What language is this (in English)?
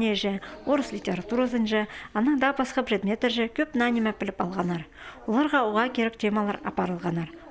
Khakas